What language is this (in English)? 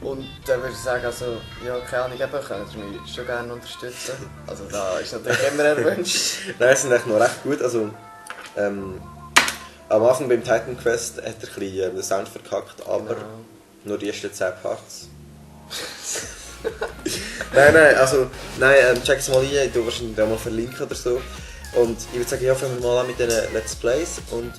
Swiss German